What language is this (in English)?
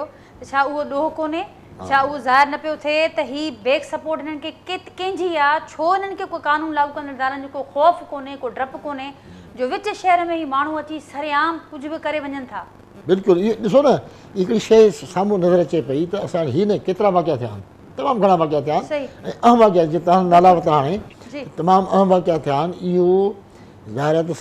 Sindhi